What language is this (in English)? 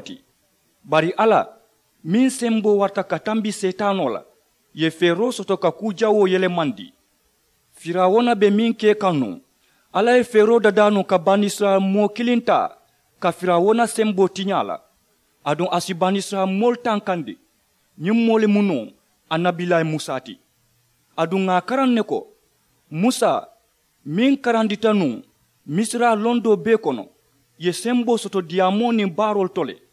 Mandingo